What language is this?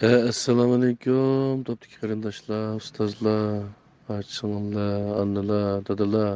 Uyghur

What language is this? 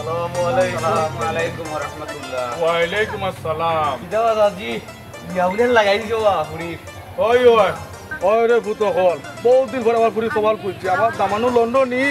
Sylheti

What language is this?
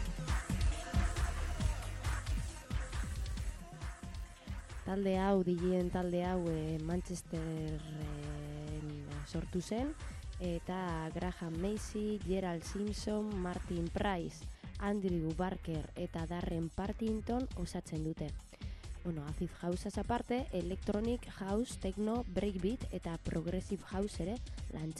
Basque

